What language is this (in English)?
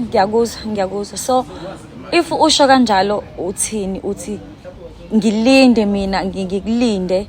Zulu